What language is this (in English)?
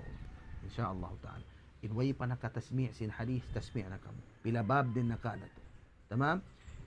Tausug